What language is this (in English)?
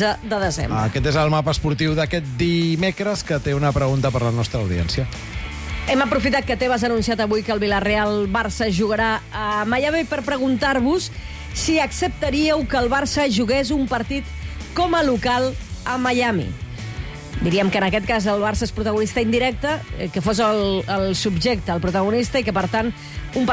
Catalan